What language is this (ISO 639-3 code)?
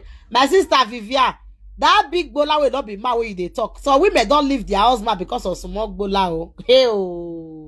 pcm